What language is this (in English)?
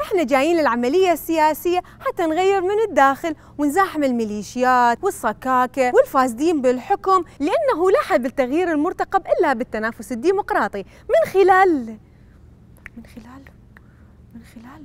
Mesopotamian Arabic